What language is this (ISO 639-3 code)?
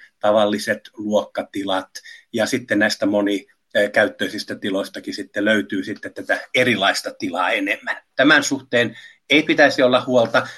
fin